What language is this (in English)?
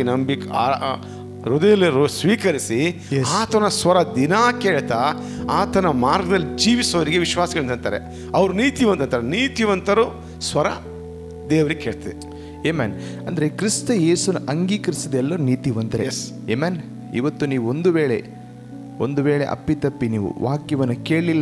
Kannada